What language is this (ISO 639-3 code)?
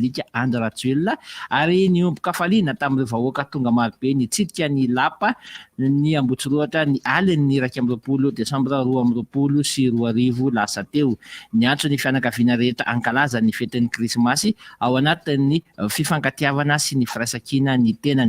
mlg